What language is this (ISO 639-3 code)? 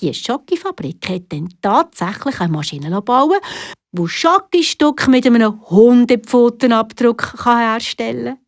gsw